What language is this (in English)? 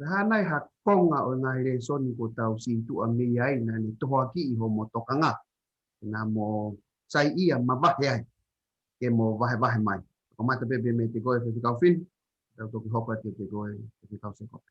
Tongan